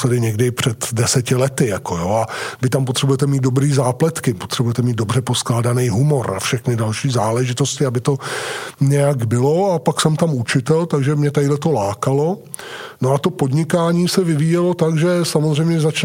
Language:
Czech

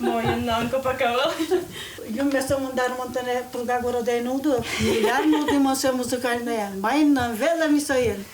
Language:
Udmurt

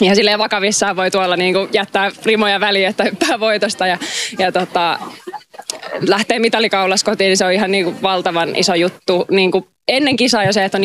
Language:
Finnish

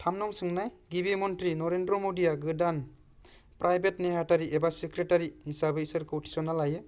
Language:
Bodo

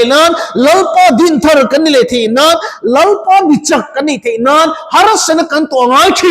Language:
Mizo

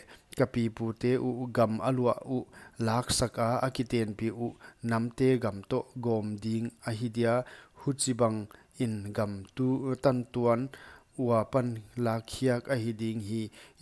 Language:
Paite Chin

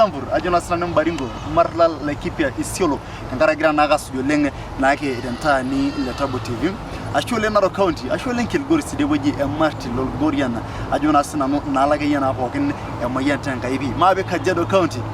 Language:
Masai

